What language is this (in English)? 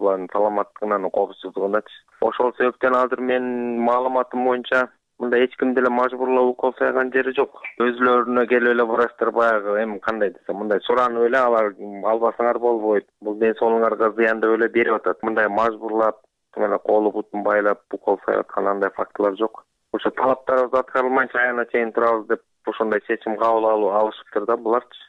Kyrgyz